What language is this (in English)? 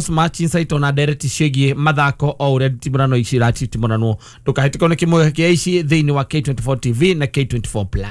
Kikuyu